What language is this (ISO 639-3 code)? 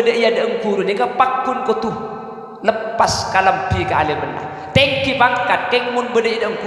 mad